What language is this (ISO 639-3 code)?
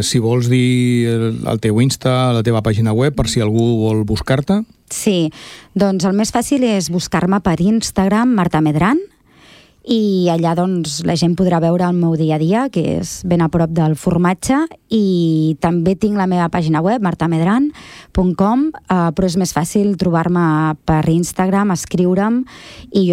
cat